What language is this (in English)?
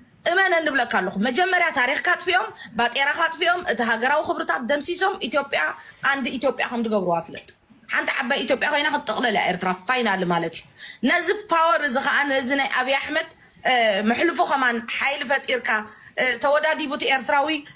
Tigrinya